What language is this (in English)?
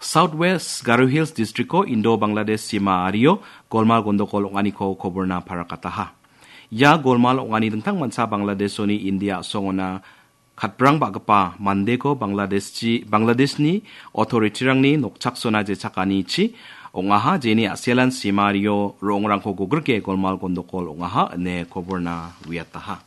Garo